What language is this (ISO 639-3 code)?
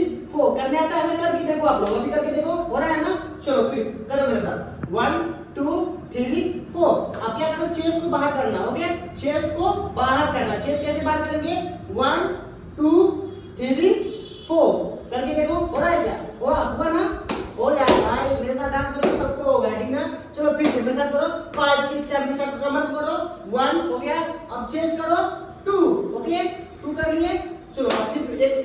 hin